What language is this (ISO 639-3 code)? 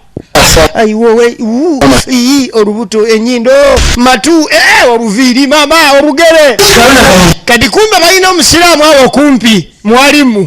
lug